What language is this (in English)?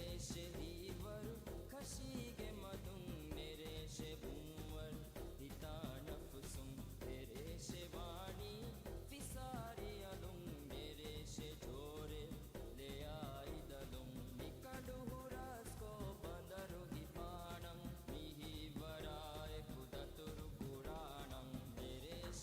Divehi